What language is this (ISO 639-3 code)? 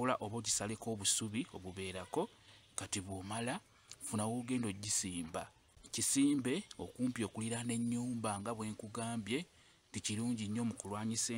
lug